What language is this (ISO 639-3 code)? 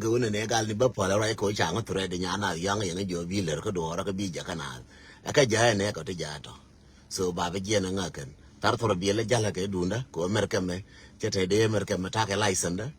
nus